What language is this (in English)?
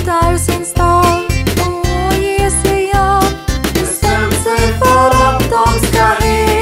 Swedish